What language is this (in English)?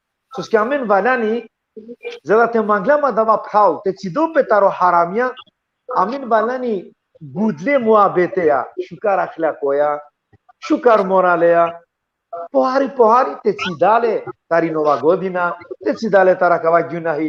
Balkan Romani